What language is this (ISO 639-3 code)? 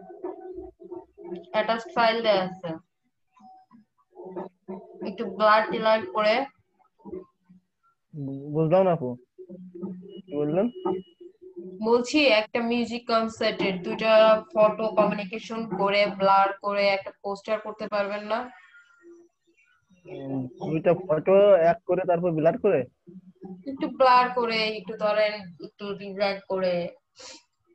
ben